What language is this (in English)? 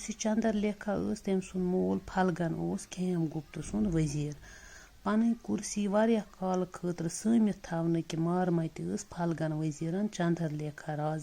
Kashmiri